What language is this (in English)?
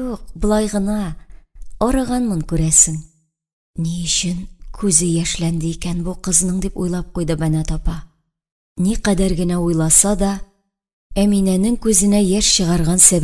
Tatar